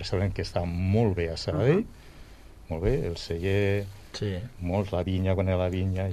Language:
Catalan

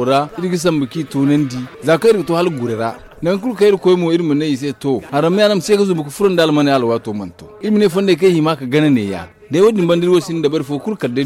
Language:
Zarma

